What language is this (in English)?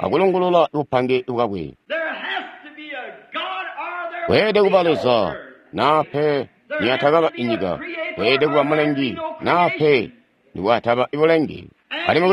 Tonga (Zambia)